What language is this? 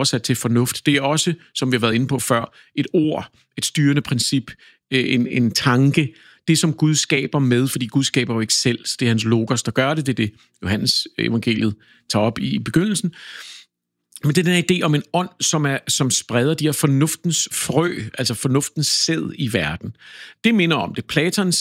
Danish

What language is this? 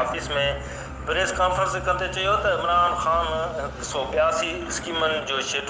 Sindhi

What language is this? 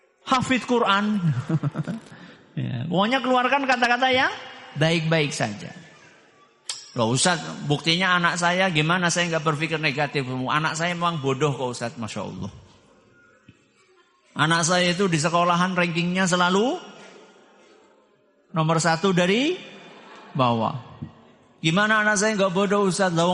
Indonesian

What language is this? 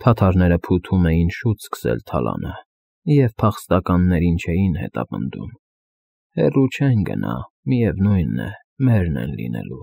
Armenian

